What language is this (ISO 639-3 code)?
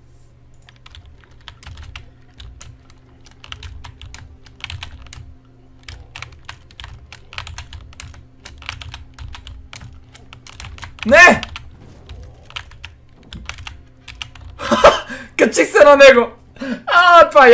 bul